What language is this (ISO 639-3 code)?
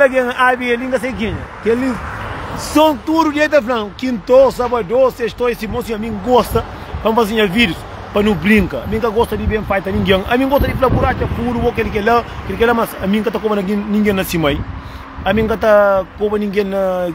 kea